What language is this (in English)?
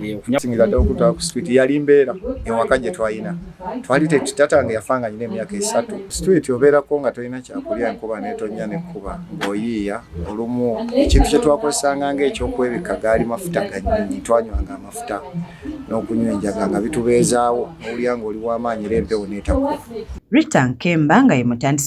Ganda